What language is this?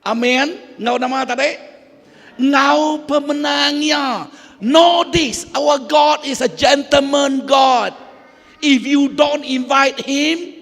Iban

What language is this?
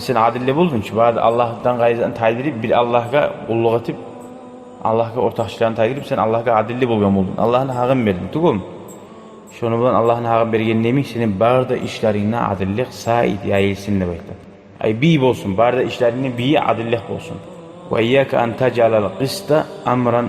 Kumyk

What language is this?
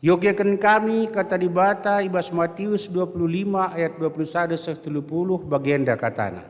Batak Karo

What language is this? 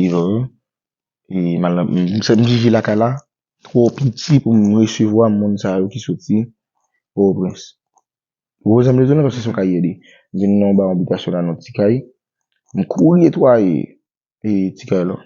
Haitian Creole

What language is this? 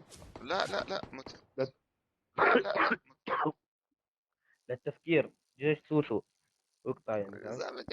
North Levantine Arabic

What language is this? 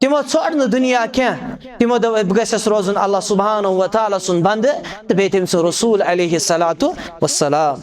Kashmiri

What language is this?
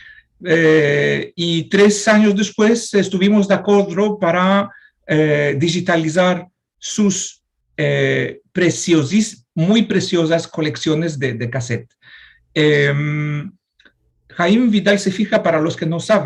Ladino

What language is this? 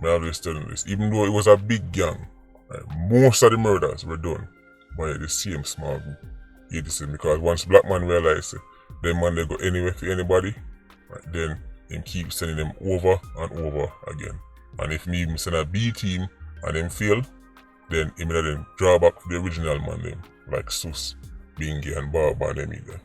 Jamaican Creole English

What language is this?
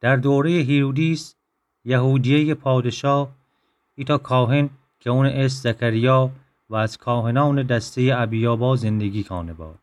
Gilaki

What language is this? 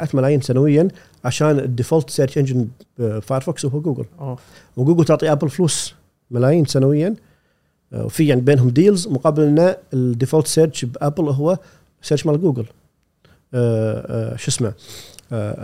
Gulf Arabic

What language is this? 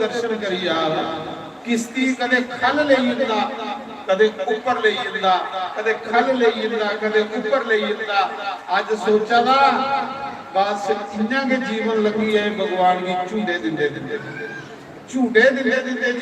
Dogri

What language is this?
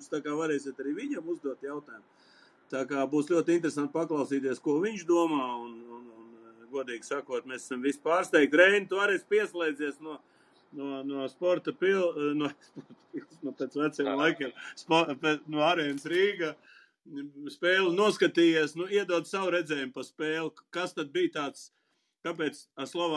Latvian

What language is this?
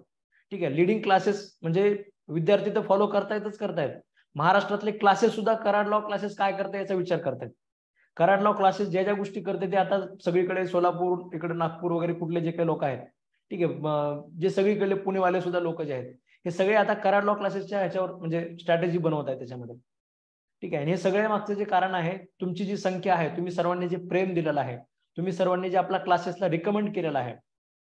Marathi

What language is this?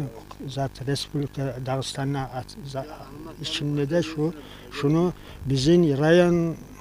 Kumyk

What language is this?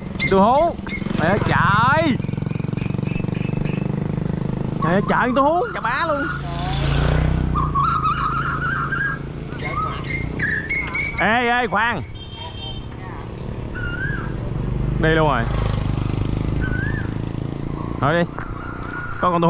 Vietnamese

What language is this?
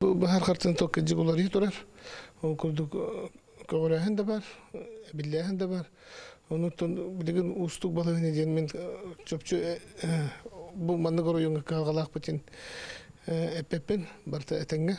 Yakut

